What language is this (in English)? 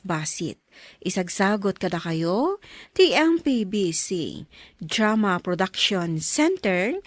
Iloko